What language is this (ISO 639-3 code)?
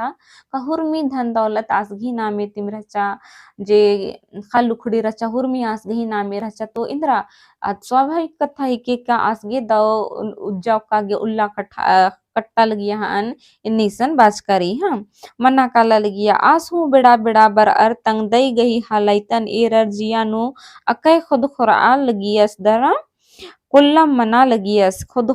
kru